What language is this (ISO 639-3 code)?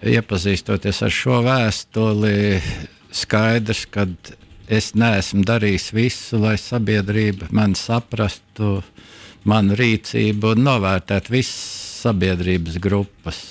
lav